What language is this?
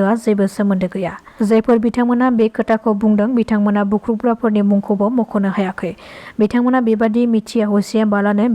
Bodo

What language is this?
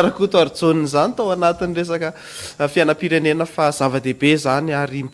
Malagasy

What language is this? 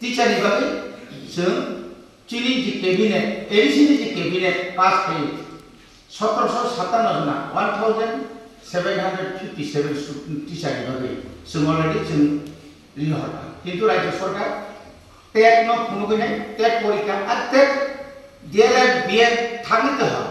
Kok Borok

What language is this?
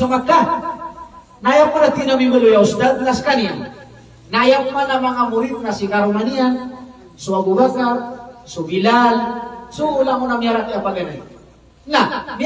Maranao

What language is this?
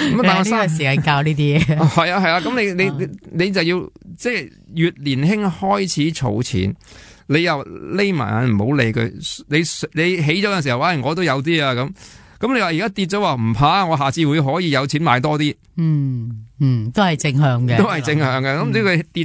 Cantonese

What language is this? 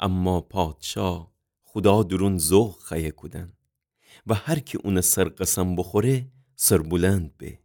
Gilaki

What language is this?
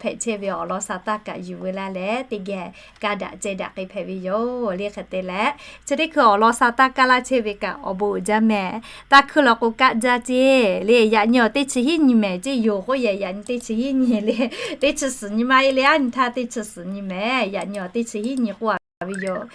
Lahu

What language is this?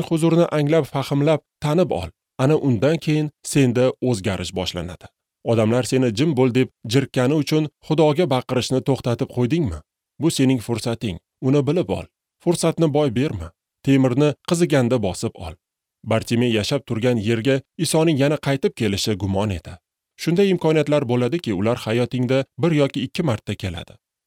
Uzbek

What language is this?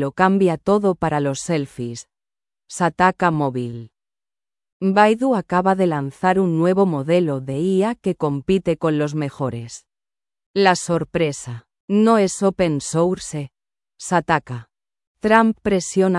Spanish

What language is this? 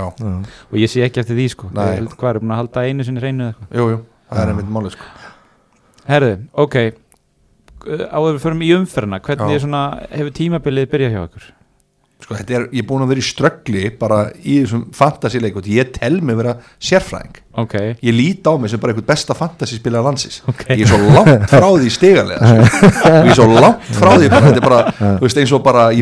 Icelandic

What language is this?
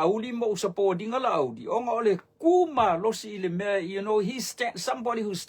Samoan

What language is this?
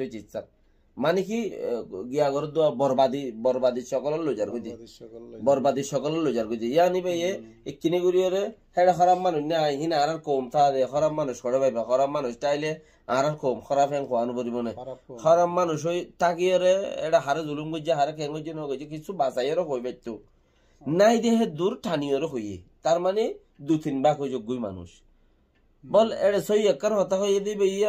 Rohingya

